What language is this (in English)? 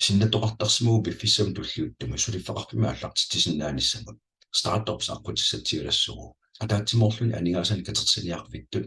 Kalaallisut